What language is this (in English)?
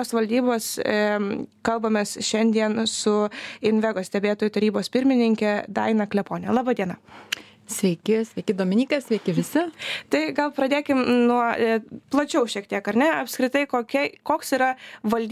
Lithuanian